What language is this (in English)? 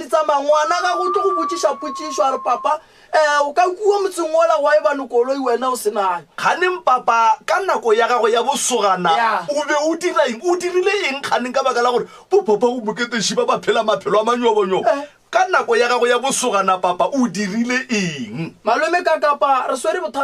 Northern Sotho